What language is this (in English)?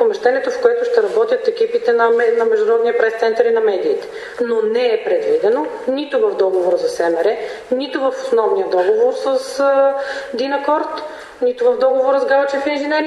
Bulgarian